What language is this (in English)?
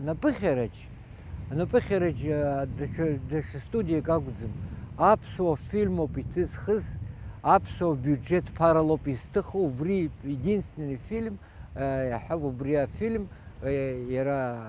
Abkhazian